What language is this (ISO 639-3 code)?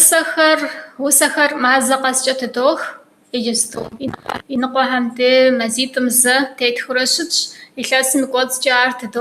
kbd